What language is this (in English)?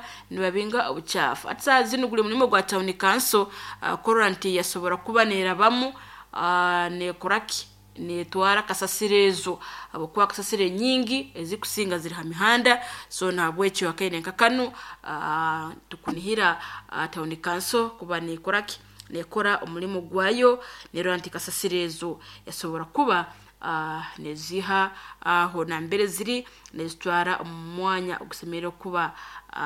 Nyoro